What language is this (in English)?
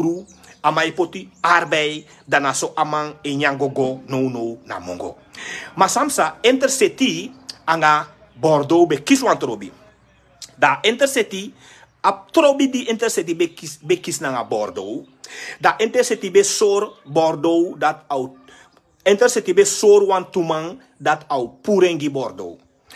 Sranan Tongo